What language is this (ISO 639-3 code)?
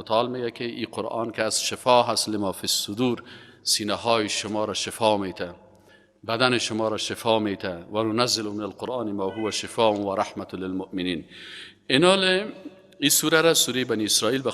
fas